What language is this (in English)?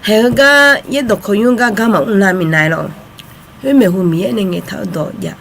Akha